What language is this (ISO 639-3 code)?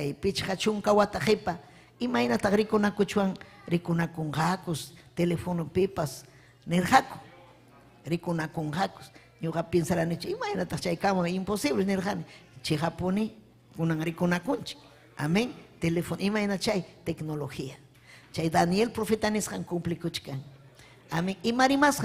quy